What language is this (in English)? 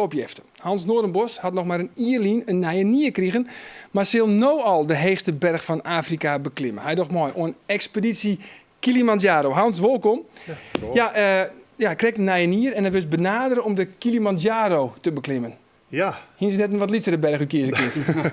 Western Frisian